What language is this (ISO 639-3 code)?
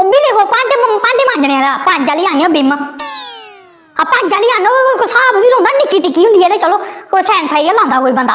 doi